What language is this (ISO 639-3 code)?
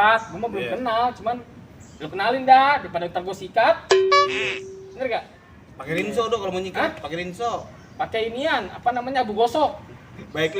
bew